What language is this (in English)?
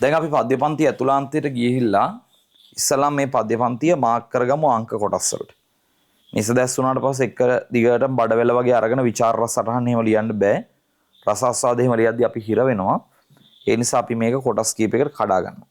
Sinhala